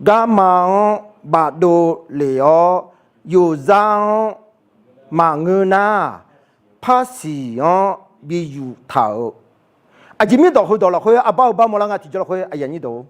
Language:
Akha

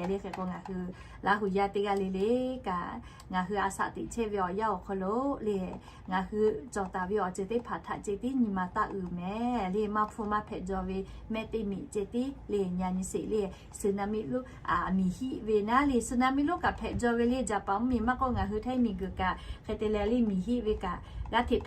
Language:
Lahu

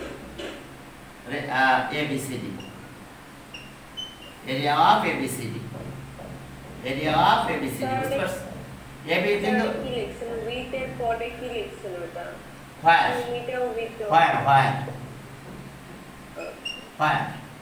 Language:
Bangla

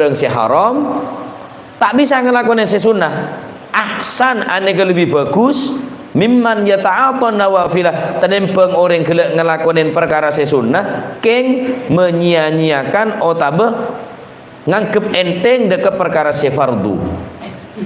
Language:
Madurese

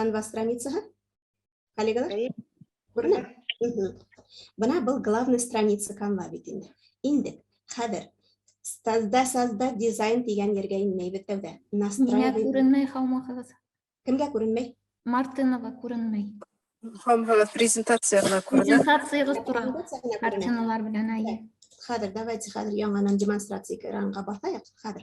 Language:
Bashkir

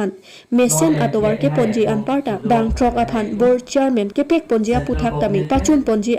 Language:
Karbi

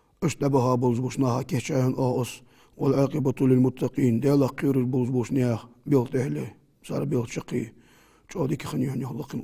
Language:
Ingush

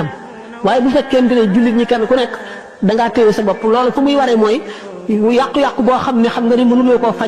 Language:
Wolof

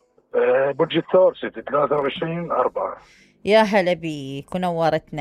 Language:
Mesopotamian Arabic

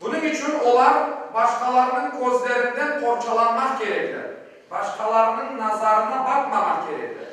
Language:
Crimean Tatar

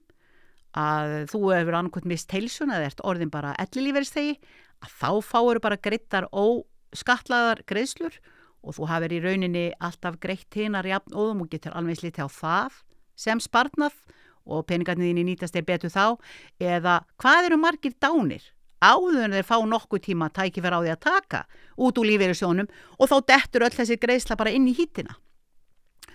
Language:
Icelandic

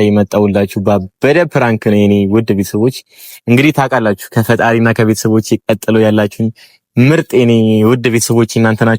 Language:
Amharic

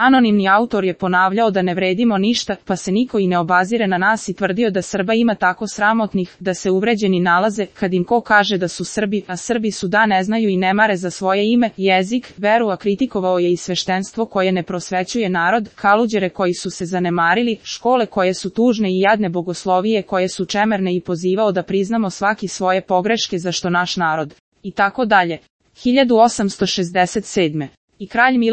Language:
Serbian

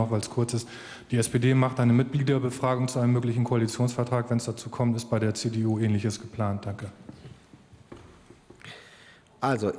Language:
German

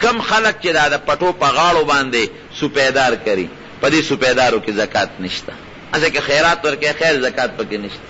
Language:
Pashto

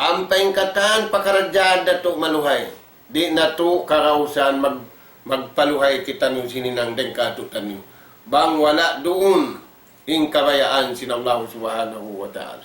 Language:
Tausug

